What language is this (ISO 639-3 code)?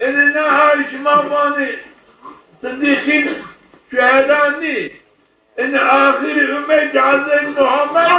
zza